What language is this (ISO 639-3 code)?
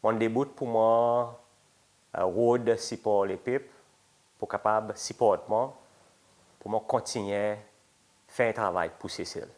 crs